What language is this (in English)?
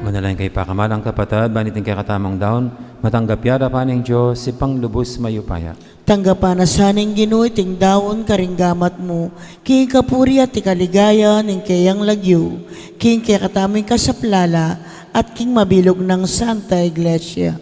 Pampanga